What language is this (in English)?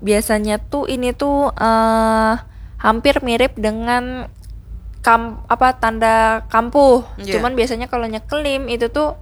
Banjar